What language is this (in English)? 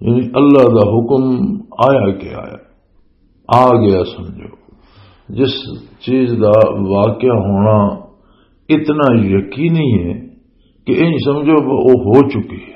Western Panjabi